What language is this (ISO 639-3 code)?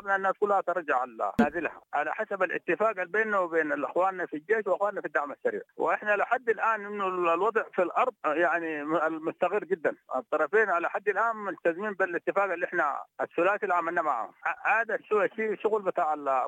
apd